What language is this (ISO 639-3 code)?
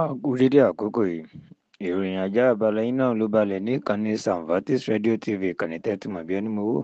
yor